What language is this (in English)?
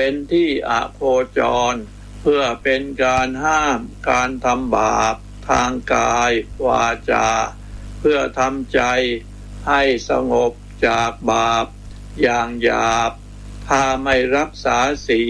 Thai